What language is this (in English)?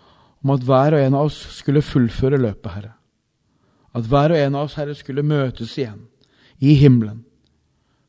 Norwegian